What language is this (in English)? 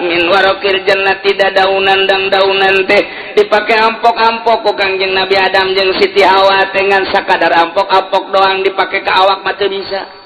Sundanese